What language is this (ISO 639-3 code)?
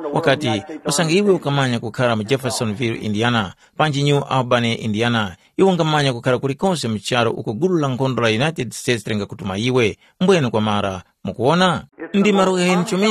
tum